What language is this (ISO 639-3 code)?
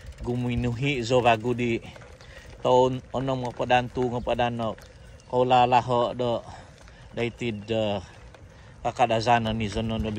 dtp